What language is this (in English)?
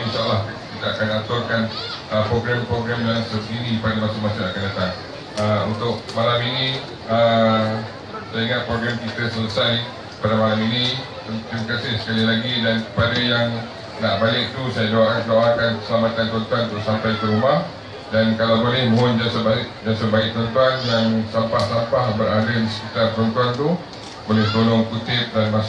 Malay